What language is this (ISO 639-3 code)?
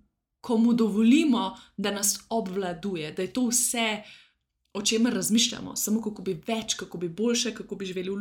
slv